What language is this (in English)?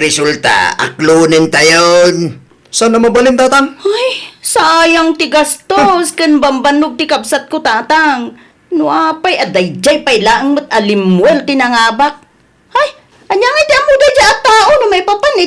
Iloko